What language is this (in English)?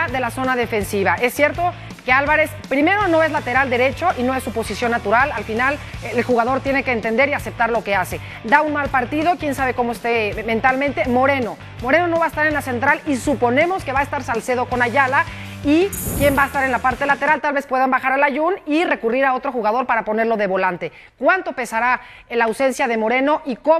Spanish